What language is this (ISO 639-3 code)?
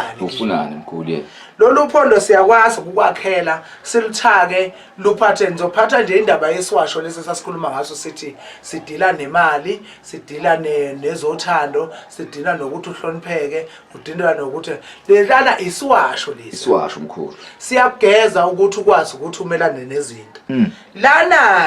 zul